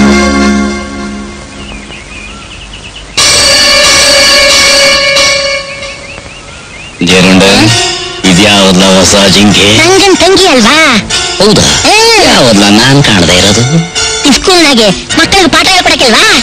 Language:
Kannada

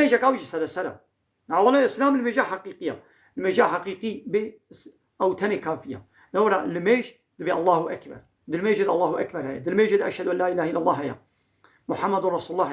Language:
Kurdish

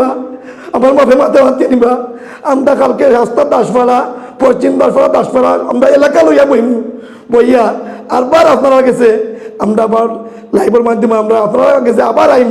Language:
Sylheti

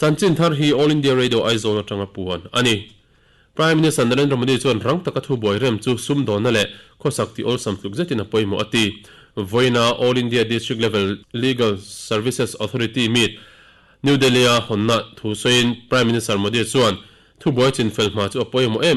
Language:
Mizo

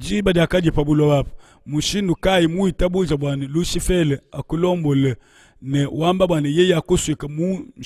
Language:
Luba-Lulua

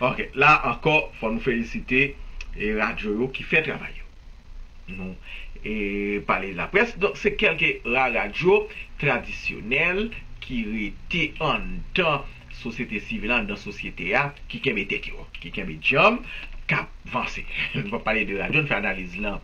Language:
Haitian Creole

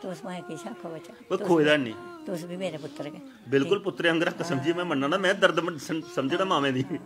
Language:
Dogri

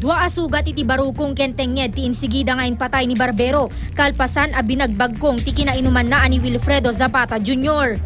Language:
Iloko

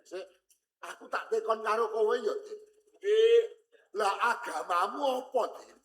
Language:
Javanese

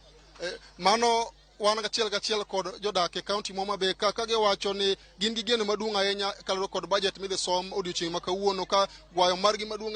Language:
Luo (Kenya and Tanzania)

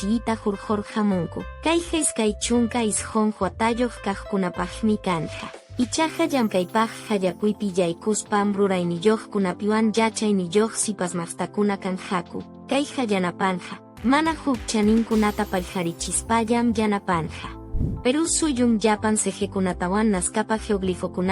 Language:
Quechua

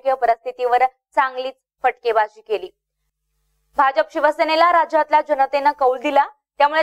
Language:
Marathi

